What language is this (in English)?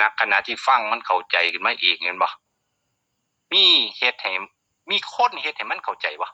Northeastern Thai